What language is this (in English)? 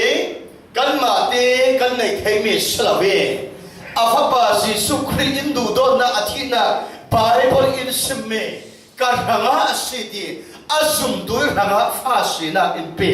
Falam Chin